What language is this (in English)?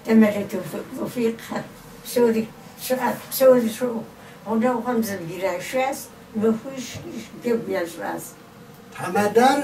Kabardian